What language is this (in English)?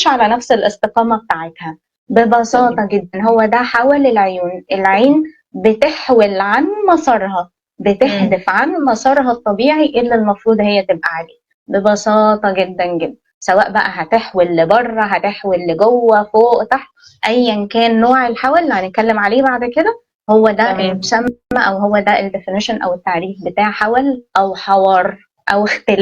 Egyptian Arabic